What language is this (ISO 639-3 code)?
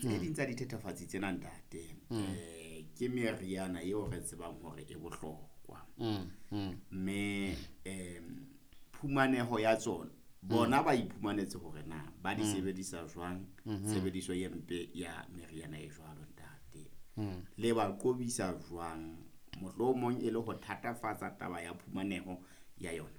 sot